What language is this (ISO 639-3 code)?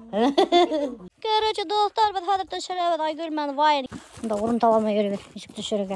bak